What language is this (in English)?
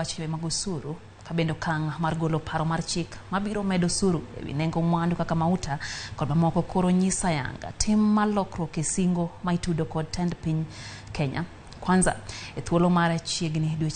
Luo (Kenya and Tanzania)